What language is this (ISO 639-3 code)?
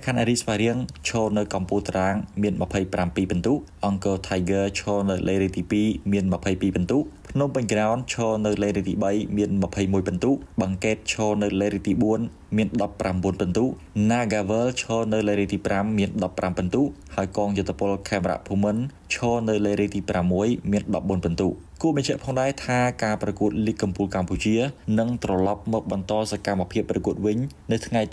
khm